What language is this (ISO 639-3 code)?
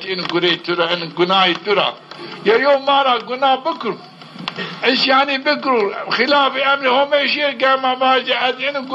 zza